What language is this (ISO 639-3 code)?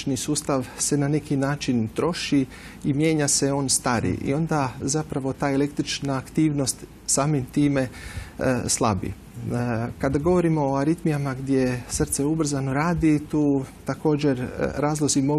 hrv